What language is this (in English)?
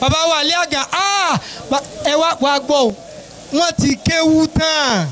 Yoruba